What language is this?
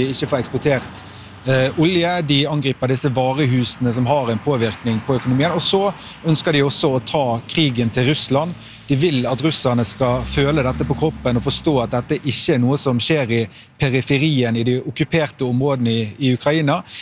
Norwegian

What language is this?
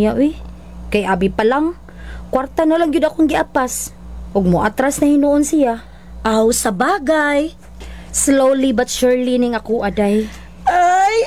Cebuano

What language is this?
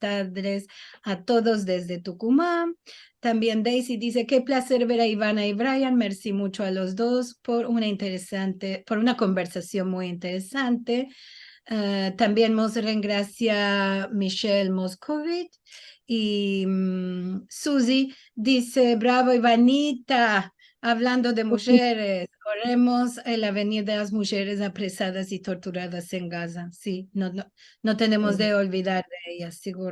Ladino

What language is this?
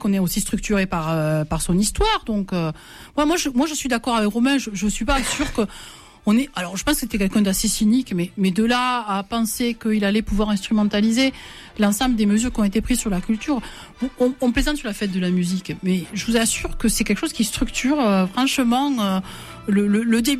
French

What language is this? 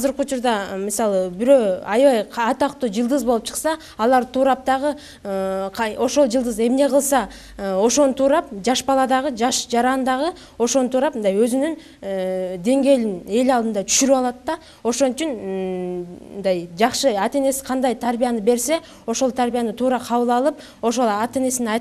Kyrgyz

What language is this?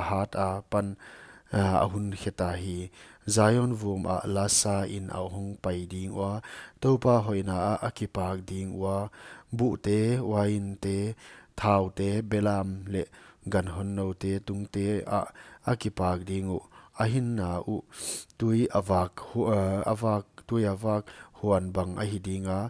Paite Chin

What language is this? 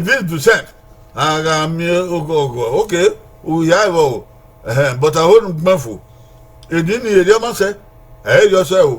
Bini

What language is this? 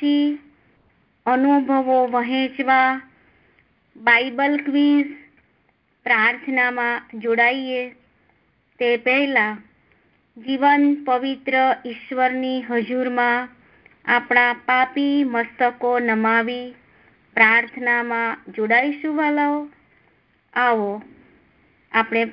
Gujarati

